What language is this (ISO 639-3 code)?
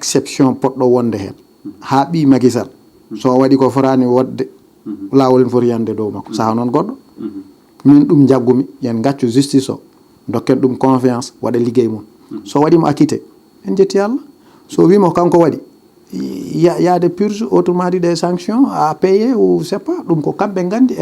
ful